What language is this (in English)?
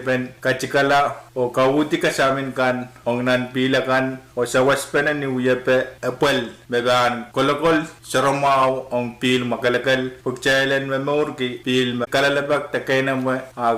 Pohnpeian